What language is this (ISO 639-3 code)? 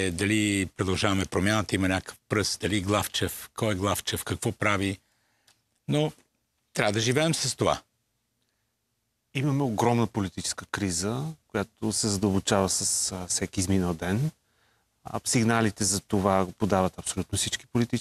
bul